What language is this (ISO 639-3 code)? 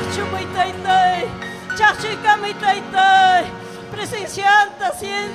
quy